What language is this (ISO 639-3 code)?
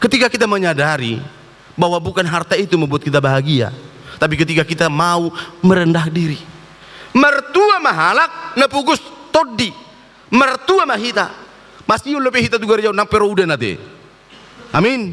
bbc